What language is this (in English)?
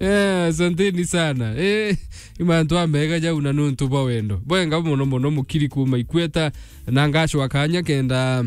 Meru